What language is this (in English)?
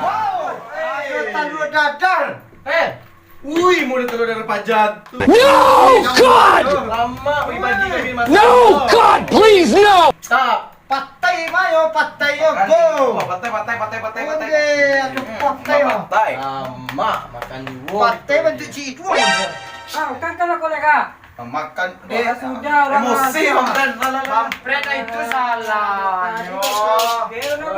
Minangkabau